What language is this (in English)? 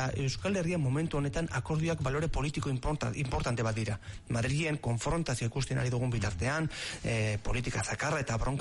Basque